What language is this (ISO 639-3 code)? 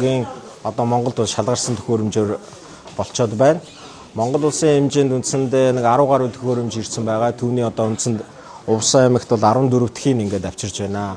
mon